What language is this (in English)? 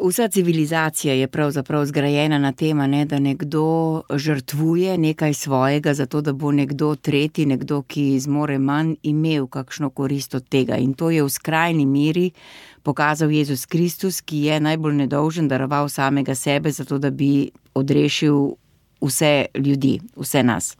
Slovenian